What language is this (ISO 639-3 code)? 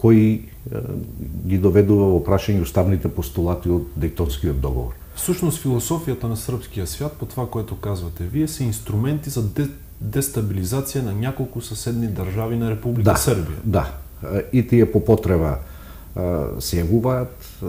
mkd